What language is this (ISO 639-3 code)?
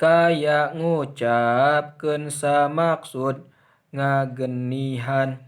sun